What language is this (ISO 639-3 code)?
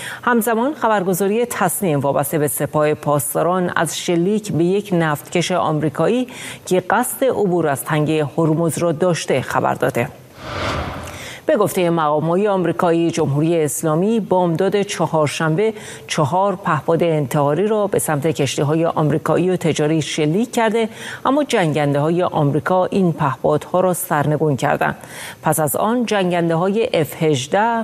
fas